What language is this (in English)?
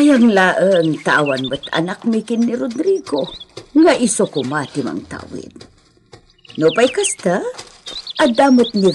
Iloko